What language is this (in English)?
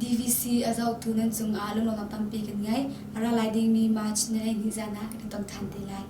Hakha Chin